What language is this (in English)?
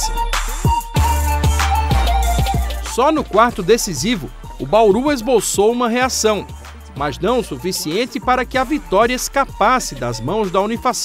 Portuguese